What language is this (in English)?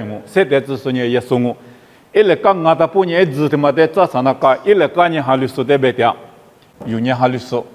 Lisu